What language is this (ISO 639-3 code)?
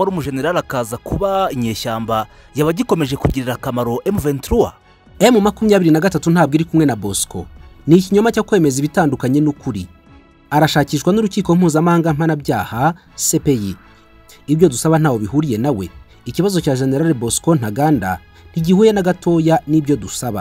kin